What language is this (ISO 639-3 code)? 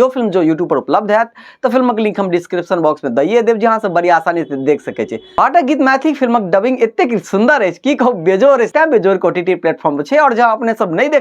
mai